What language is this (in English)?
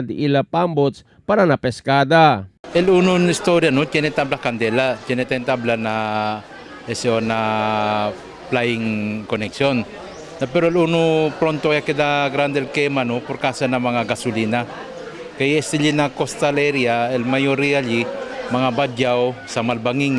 Chavacano